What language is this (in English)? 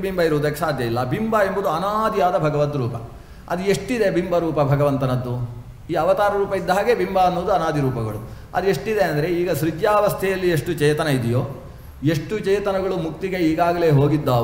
Kannada